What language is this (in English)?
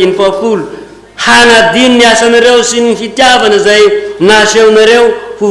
Malagasy